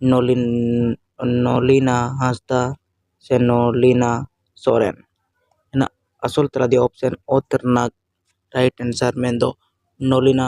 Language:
Santali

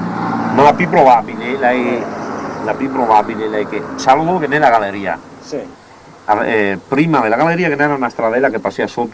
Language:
Venetian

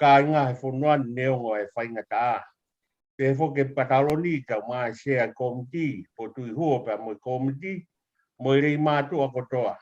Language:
Tongan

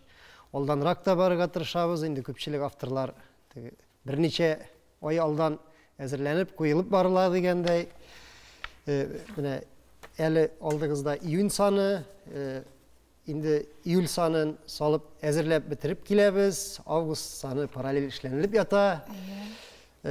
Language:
Tatar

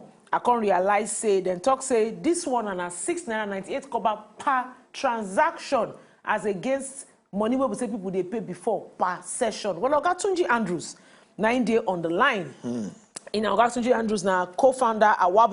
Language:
Nigerian Pidgin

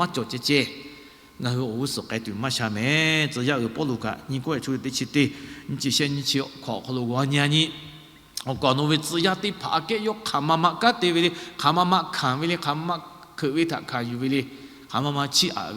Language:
Lahu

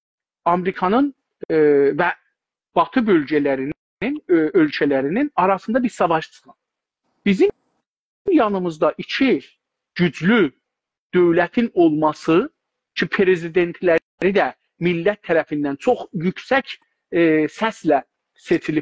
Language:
South Azerbaijani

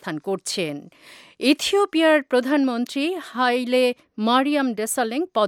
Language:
Bangla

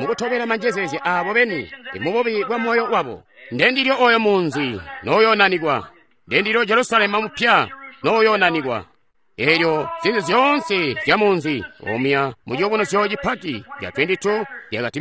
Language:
Tonga (Zambia)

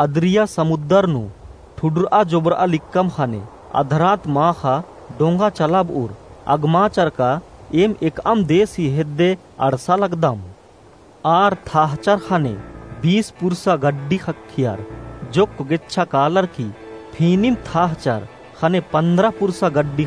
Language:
Kurukh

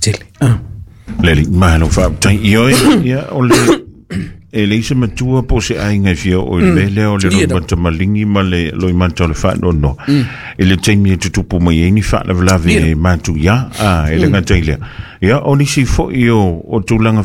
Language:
Samoan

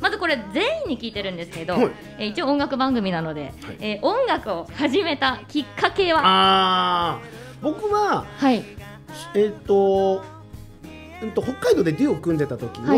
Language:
Japanese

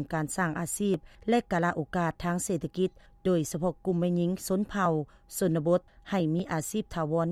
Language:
Lao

